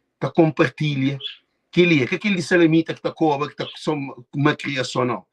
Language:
Kabuverdianu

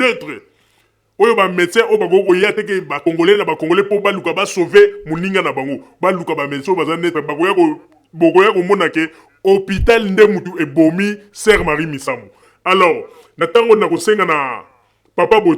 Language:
Lingala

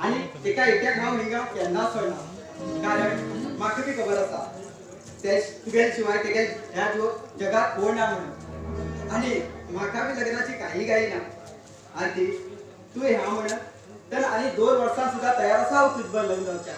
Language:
Konkani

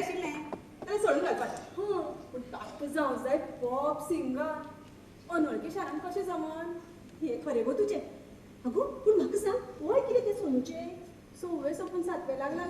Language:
Konkani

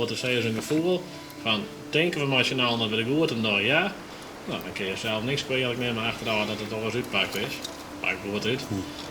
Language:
Western Frisian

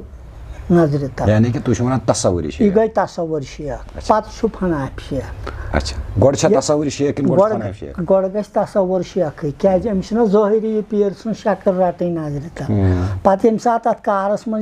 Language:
Kashmiri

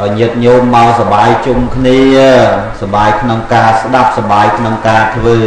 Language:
Khmer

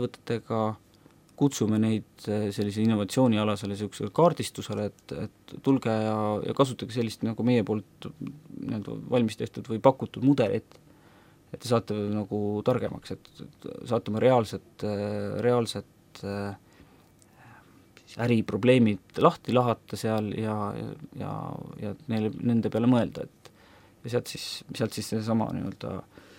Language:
Estonian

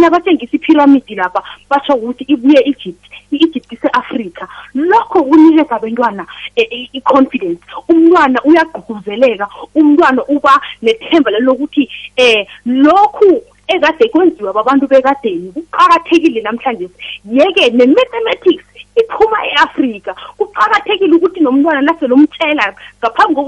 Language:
South Ndebele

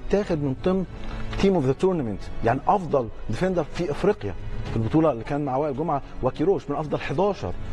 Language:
Egyptian Arabic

